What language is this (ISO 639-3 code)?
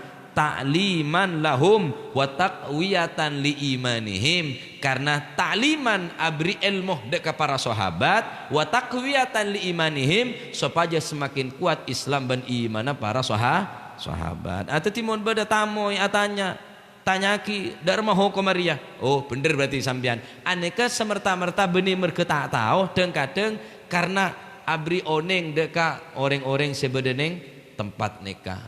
mad